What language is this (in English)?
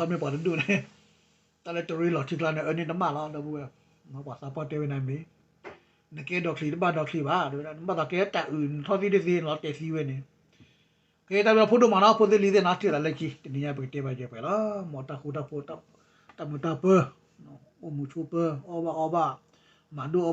S'gaw Karen